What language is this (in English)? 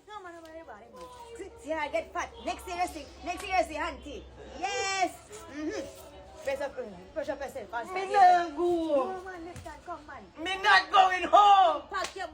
Jamaican Creole English